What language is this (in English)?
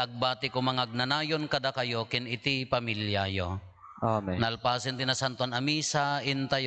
Iloko